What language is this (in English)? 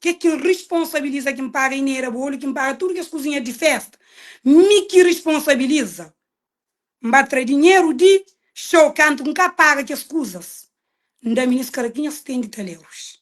Kabuverdianu